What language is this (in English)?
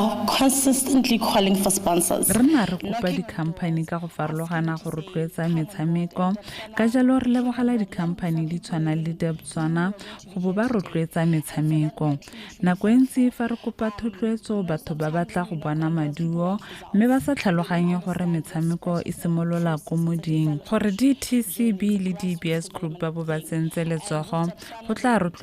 Tswana